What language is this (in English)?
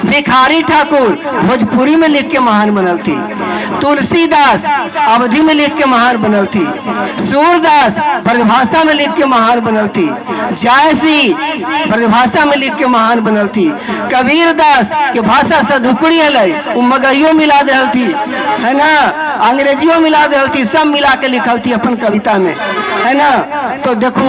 Magahi